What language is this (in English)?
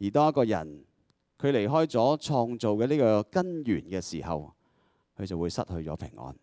Cantonese